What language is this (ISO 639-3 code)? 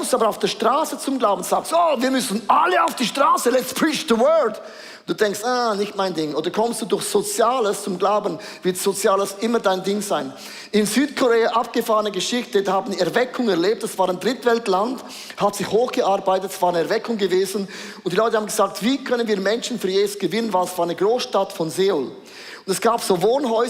gsw